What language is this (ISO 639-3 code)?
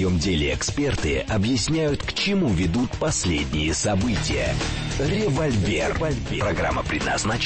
rus